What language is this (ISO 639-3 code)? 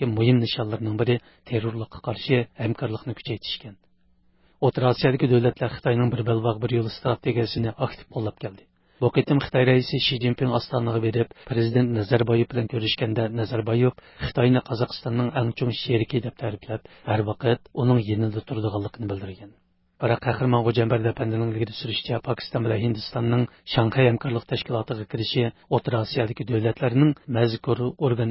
uig